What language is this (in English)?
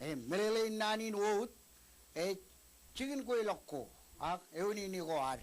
Marshallese